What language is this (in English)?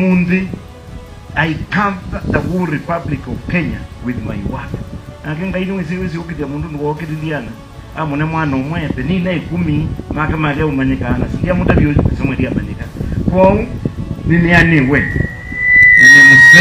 Kamba